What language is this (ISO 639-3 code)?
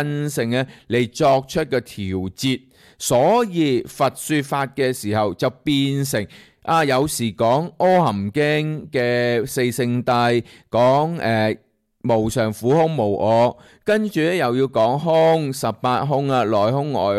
yue